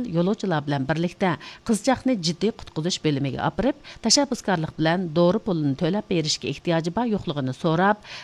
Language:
Uyghur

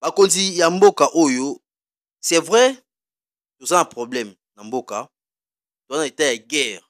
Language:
Lingala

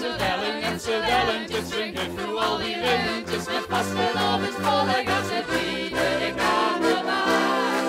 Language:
Limburgish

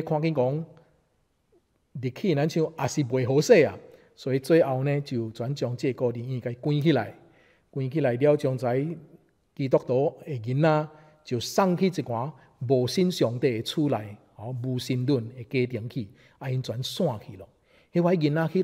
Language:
Min Nan Chinese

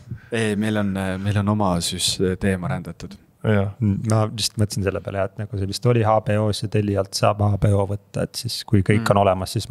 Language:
Estonian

